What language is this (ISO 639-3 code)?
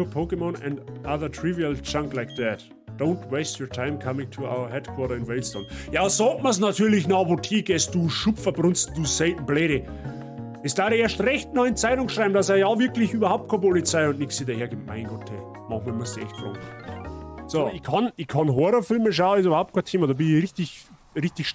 bar